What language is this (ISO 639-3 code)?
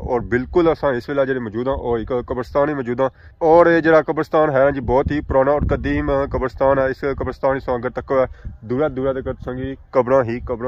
phr